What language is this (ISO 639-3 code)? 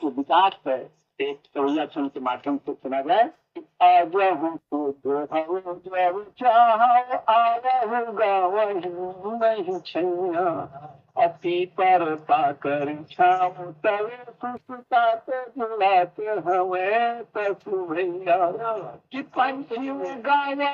awa